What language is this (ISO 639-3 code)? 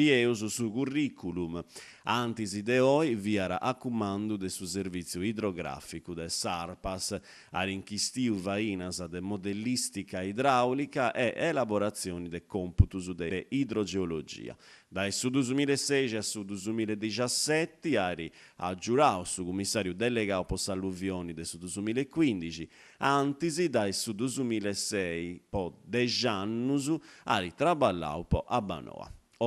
srd